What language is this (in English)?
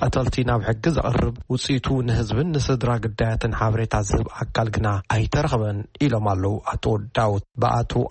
Tigrinya